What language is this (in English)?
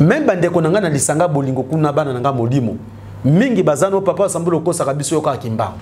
Lingala